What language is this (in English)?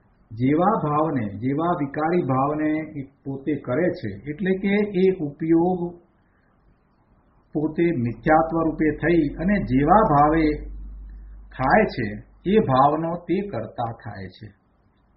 Gujarati